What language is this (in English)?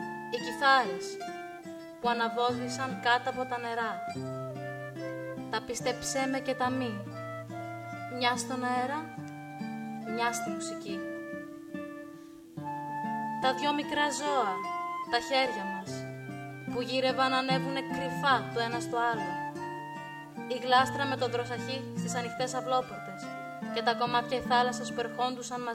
Greek